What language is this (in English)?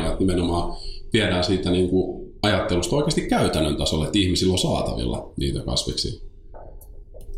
Finnish